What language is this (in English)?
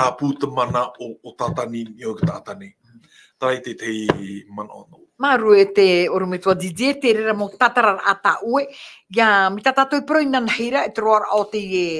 Tahitian